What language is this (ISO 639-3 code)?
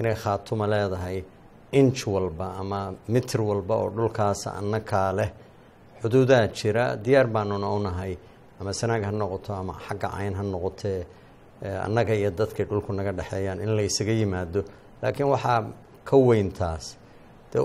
som